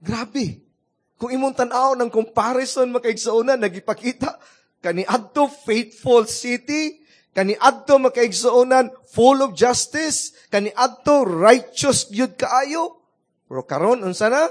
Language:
Cebuano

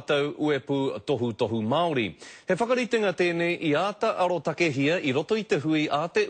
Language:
Māori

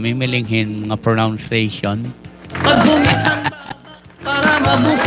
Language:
Waray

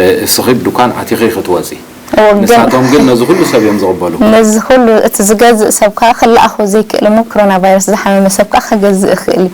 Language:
Tigrinya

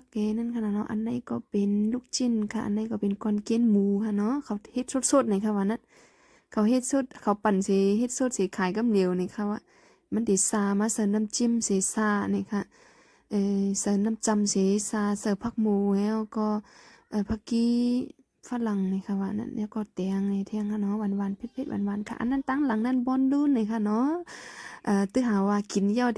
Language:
Shan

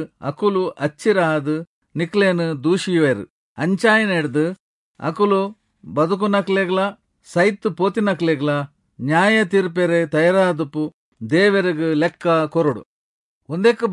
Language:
Tulu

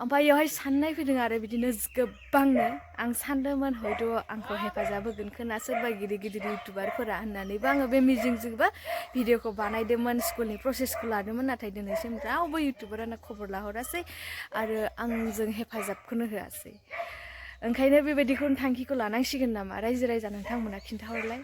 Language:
Bodo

